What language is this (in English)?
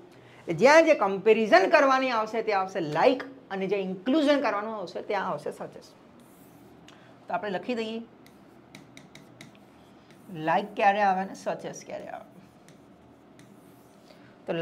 Gujarati